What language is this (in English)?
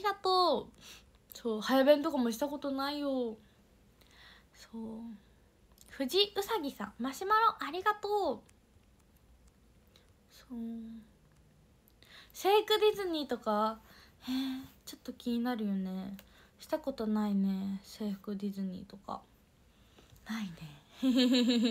Japanese